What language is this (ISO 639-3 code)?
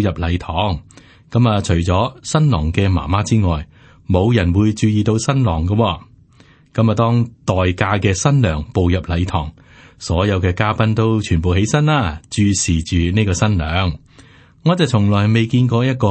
yue